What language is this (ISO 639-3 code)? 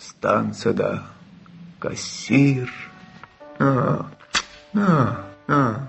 tat